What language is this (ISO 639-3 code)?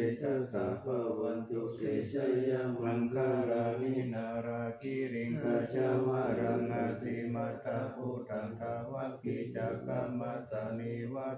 pli